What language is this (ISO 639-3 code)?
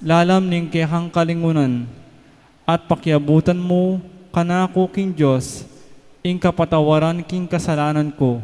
pam